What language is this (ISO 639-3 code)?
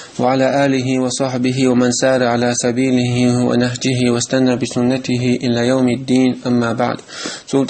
che